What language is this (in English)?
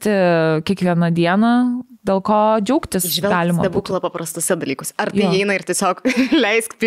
Lithuanian